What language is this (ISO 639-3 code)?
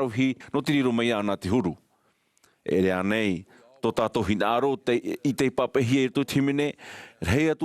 tah